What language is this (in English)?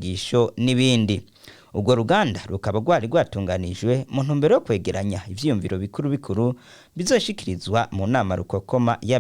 Rundi